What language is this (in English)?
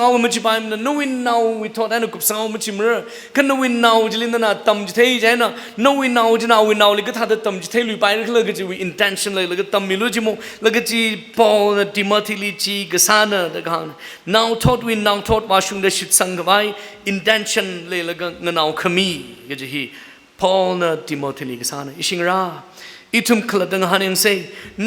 Tangkhul Naga (India)